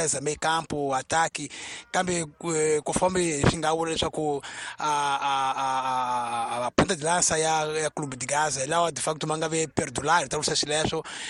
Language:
Tsonga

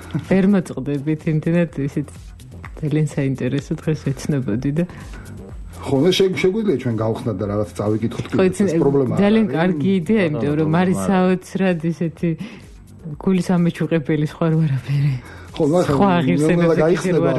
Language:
Georgian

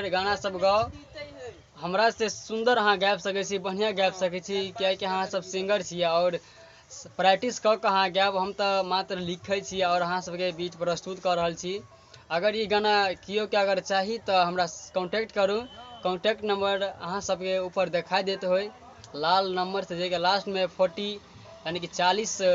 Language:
Maithili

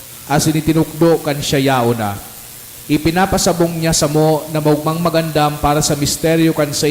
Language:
Bikol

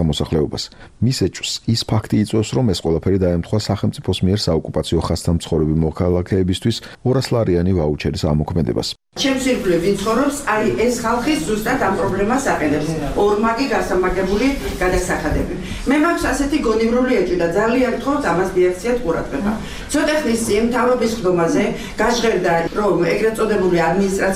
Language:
Georgian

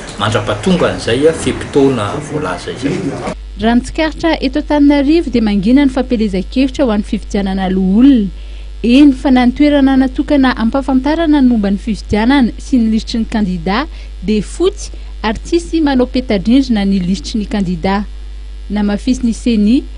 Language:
Malagasy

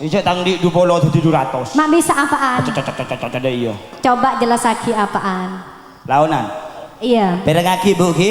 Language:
Madurese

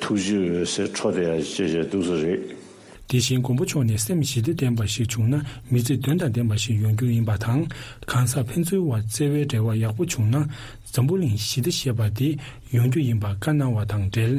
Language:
Tibetan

